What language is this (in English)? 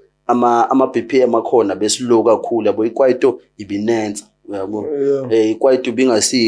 Zulu